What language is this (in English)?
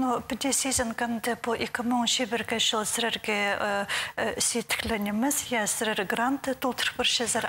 Khakas